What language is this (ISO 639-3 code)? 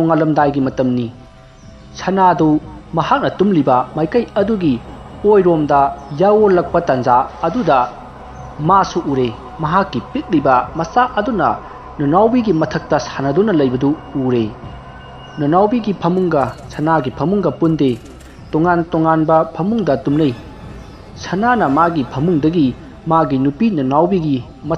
mni